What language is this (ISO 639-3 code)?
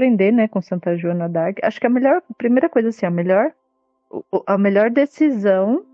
por